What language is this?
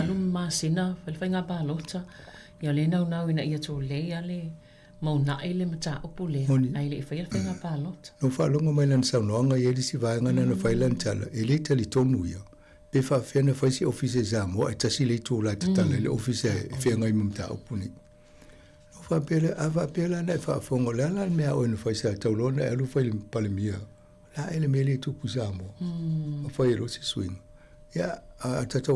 Samoan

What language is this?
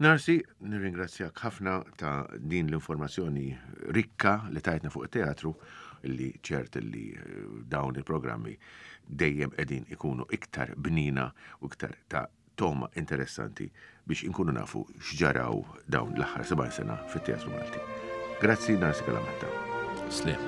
Maltese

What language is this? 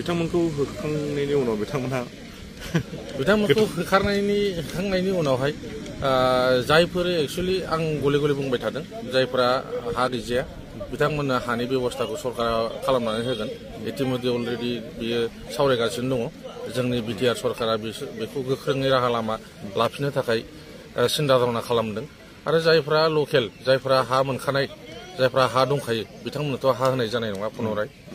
Bodo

